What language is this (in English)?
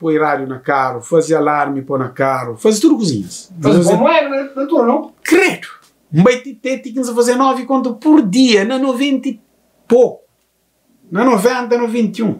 Kabuverdianu